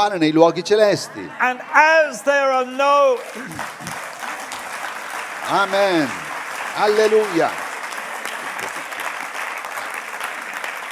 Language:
Italian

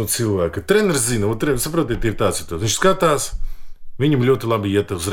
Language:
Latvian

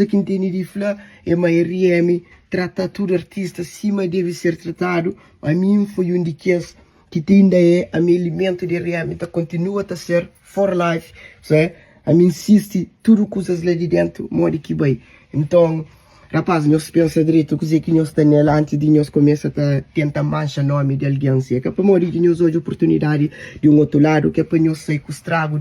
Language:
Kabuverdianu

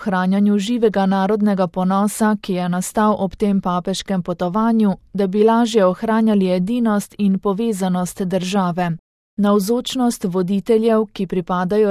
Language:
Slovenian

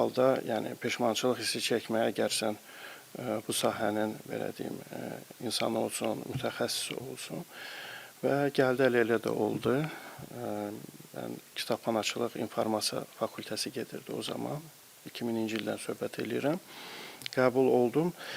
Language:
Azerbaijani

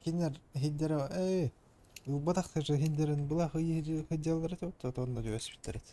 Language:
Yakut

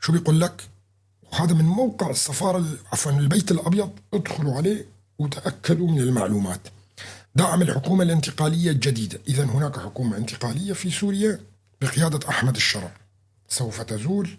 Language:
North Levantine Arabic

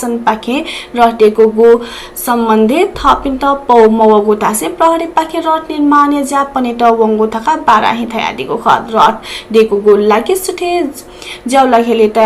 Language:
Newari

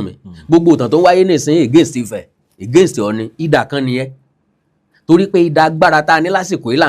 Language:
Yoruba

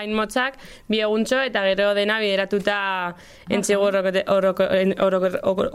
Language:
Basque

